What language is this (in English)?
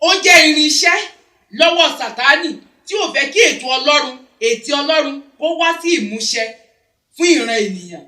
Yoruba